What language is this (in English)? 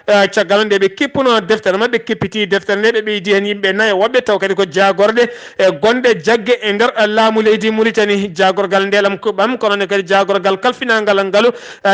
Fula